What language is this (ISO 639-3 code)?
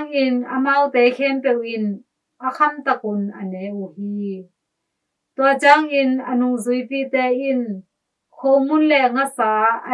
ctd